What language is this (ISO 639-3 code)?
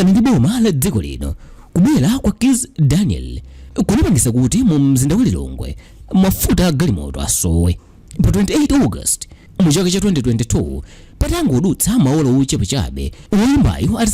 nya